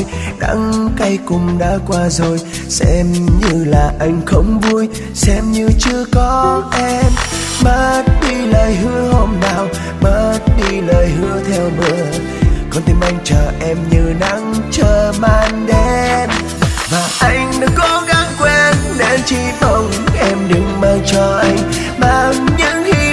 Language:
Vietnamese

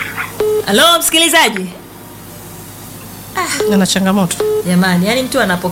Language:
Swahili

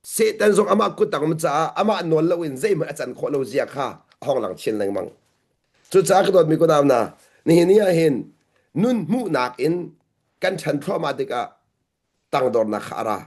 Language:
Hakha Chin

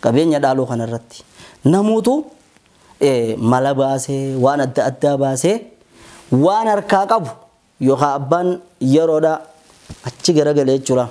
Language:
Oromo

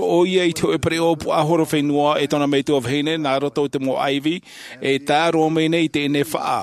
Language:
Tahitian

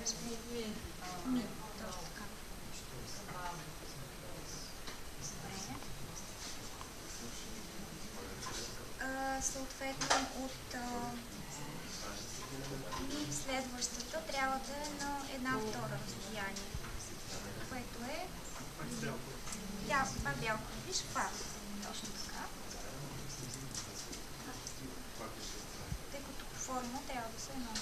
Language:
Bulgarian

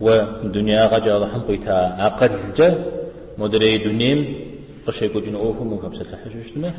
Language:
Kabardian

